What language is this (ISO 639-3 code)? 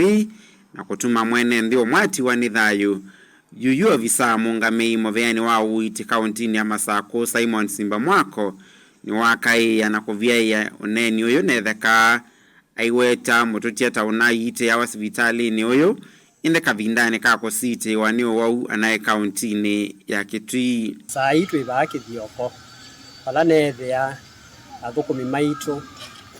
kam